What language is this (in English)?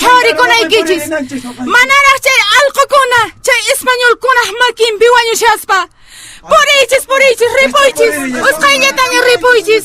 Quechua